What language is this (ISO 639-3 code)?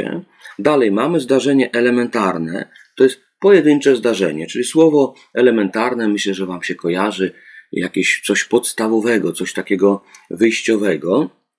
pol